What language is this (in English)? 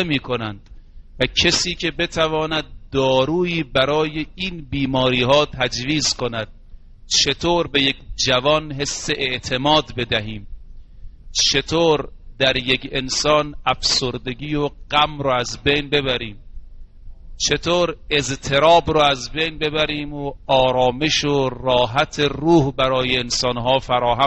Persian